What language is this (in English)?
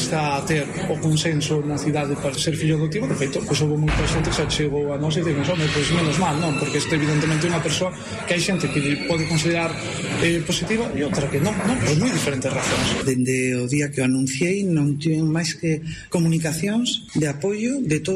Galician